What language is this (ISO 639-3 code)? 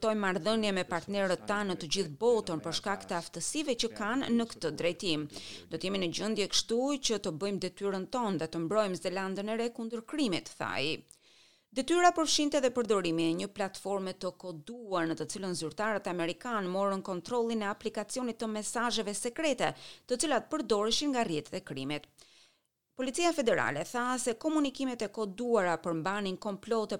sqi